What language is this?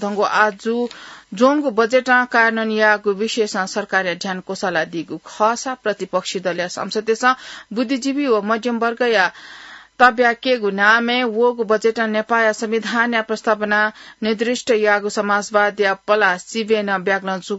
Newari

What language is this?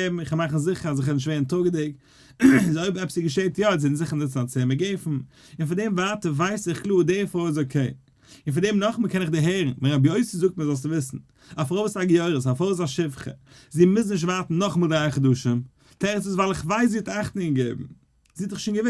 Yiddish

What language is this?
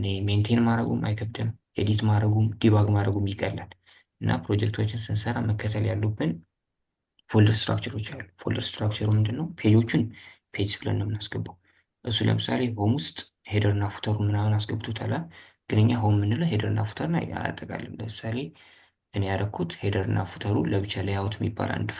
Amharic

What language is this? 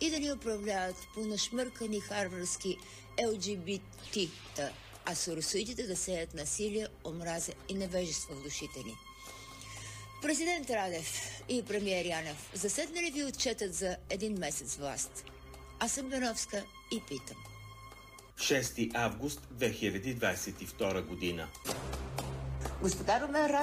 Bulgarian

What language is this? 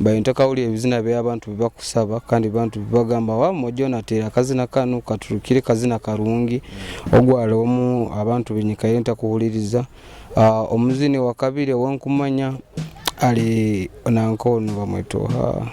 Nyoro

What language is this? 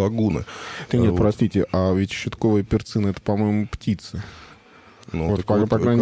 Russian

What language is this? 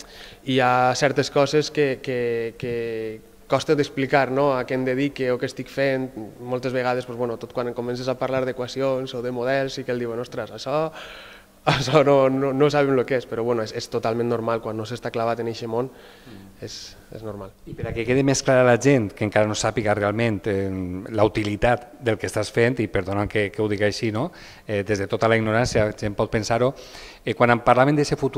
Catalan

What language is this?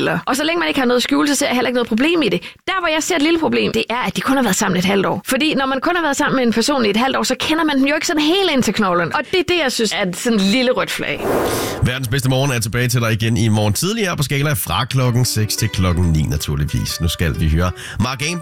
Danish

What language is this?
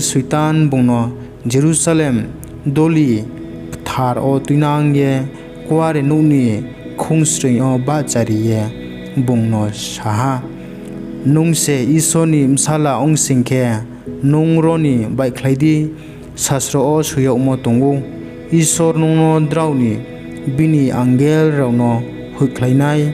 Riang (India)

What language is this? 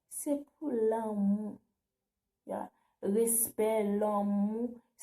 Haitian Creole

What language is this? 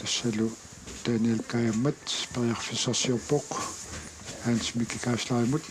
Kalaallisut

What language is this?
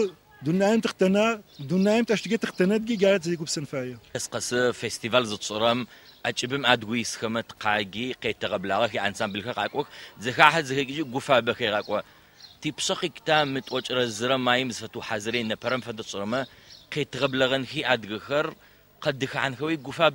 Adyghe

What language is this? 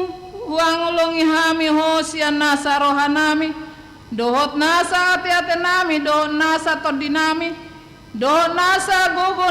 Batak Toba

